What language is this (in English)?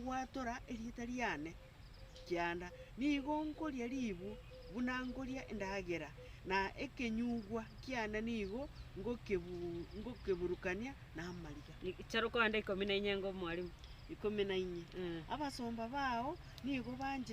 Gusii